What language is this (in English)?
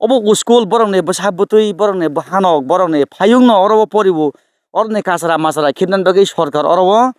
Kok Borok